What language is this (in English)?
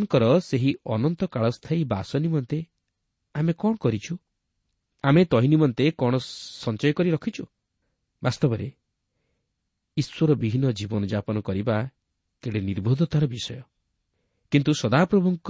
Odia